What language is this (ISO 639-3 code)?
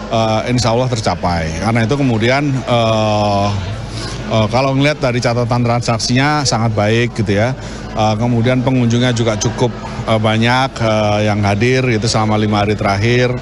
ind